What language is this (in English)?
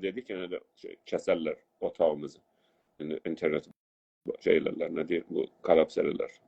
South Azerbaijani